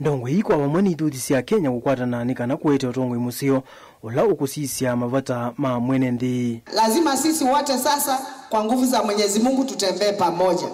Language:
Kamba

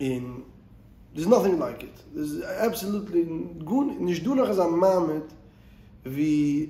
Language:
Yiddish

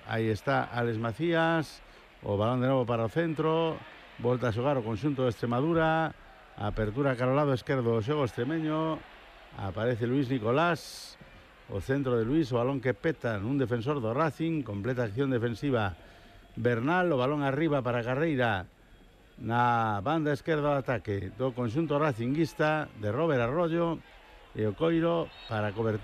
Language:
Galician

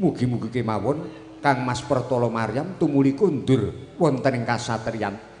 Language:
Javanese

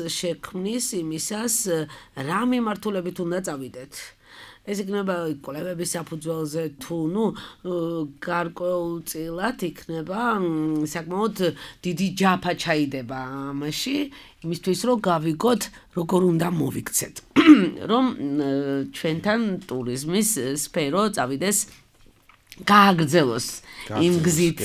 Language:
Georgian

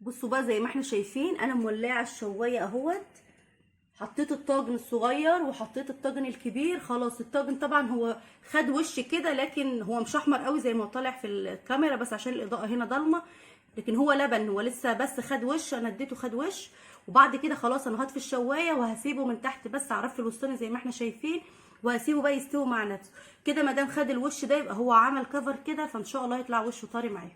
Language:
Egyptian Arabic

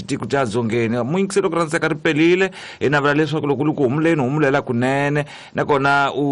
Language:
Tsonga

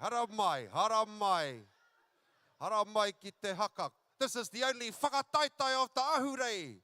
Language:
Māori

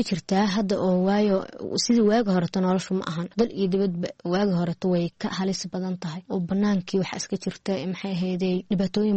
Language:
Somali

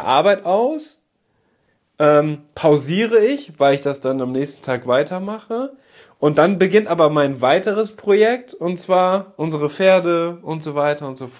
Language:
German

